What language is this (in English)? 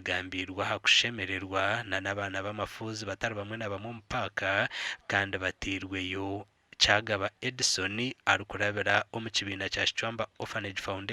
Nyankole